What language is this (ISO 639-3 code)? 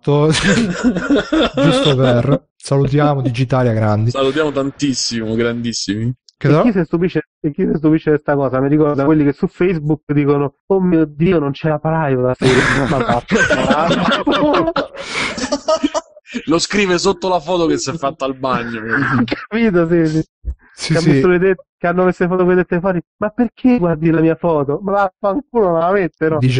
ita